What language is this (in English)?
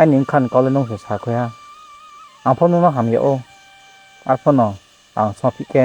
Riang (India)